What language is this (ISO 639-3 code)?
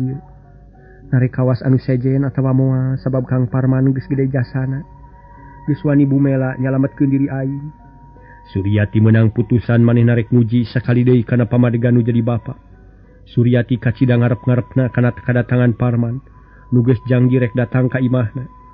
sun